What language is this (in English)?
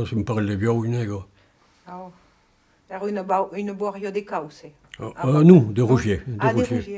Occitan